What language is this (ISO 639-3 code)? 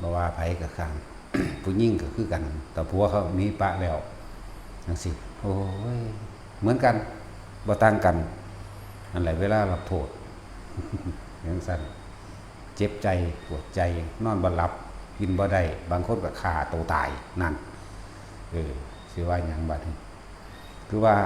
lao